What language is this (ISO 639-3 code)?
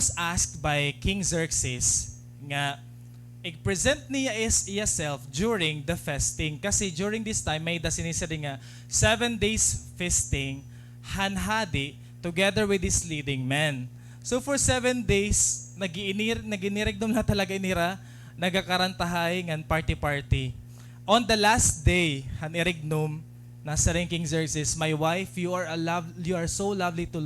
war